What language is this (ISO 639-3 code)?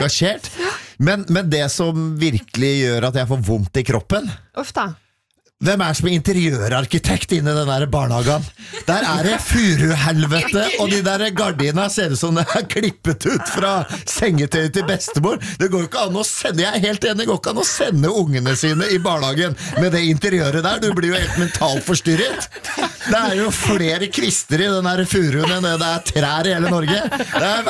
nor